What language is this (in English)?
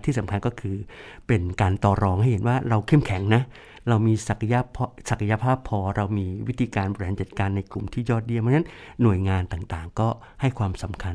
Thai